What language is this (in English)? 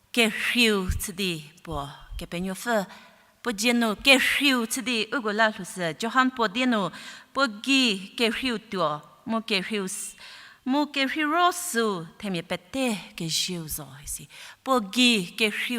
Angami Naga